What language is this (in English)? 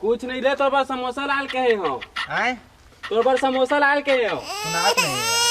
Chhattisgarhi